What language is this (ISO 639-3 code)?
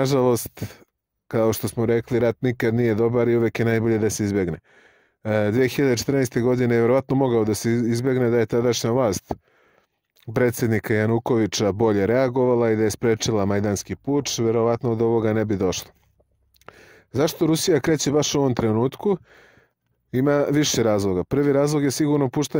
srp